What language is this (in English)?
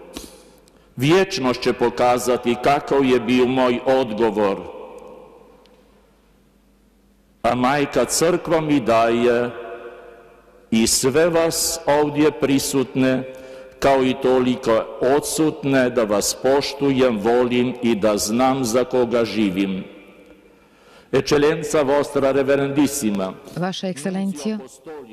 Croatian